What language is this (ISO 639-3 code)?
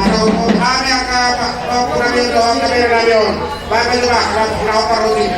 bbc